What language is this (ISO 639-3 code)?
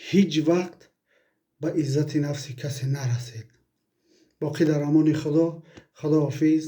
tgk